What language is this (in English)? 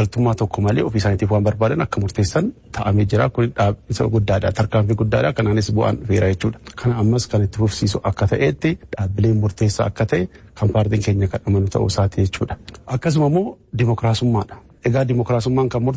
Oromo